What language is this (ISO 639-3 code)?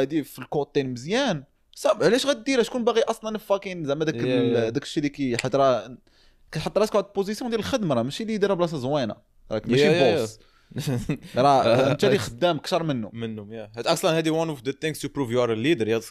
ary